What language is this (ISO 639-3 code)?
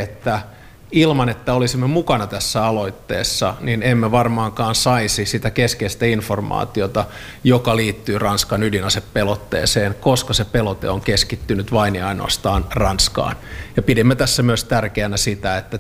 fin